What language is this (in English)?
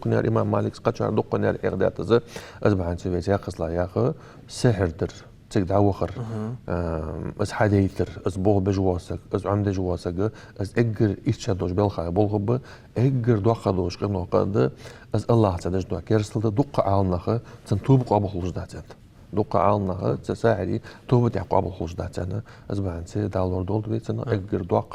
Ingush